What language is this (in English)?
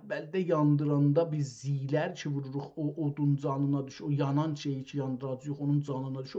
South Azerbaijani